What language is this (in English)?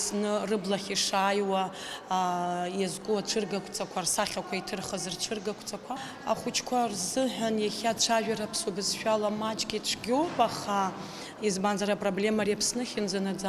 Abkhazian